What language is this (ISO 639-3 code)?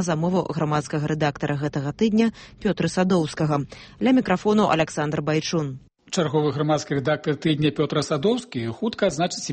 bel